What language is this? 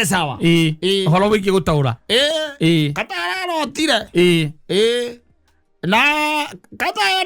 Kikuyu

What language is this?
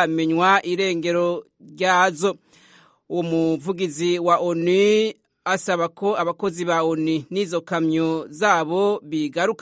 Kinyarwanda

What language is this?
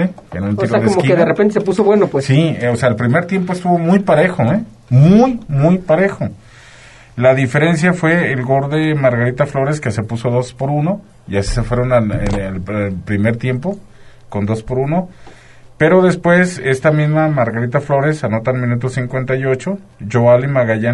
Spanish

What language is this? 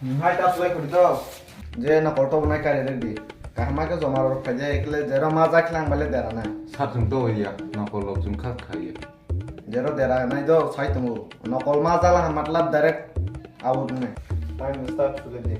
Kok Borok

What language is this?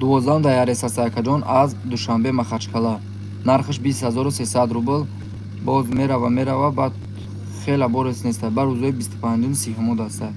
Tajik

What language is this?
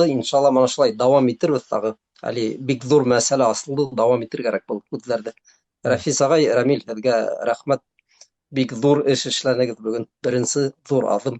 Bashkir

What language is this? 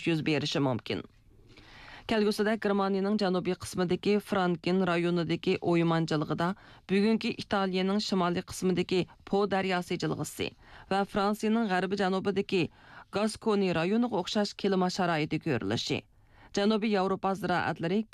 Uyghur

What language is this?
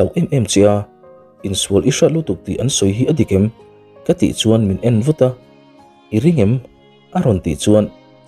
Mizo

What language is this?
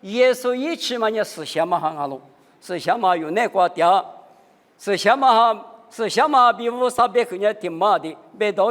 Lisu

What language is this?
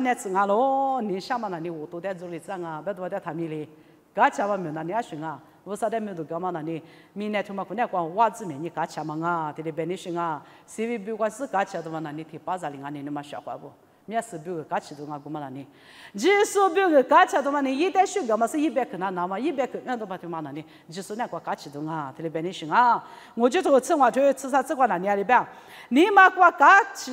Lisu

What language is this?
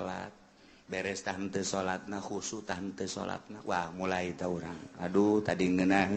Sundanese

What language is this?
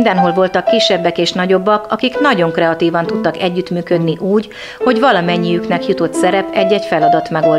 Hungarian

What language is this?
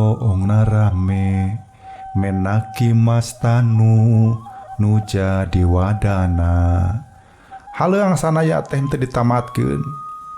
Sundanese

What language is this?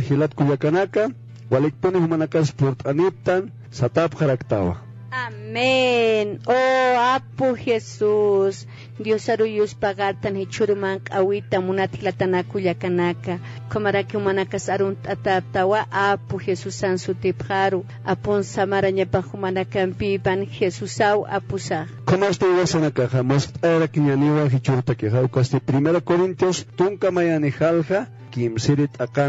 Aymara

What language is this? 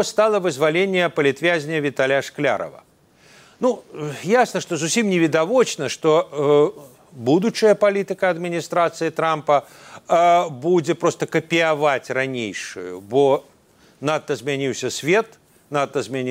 Belarusian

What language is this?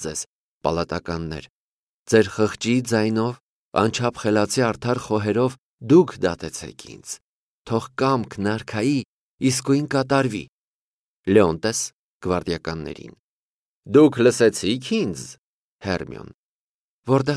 Armenian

